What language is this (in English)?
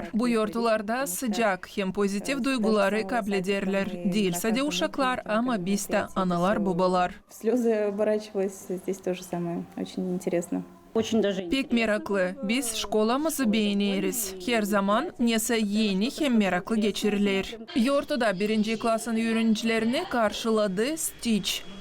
Gagauz